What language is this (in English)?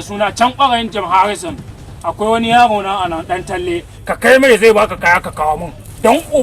Hausa